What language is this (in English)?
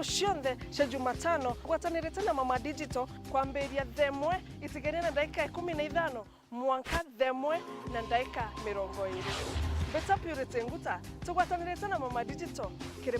Meru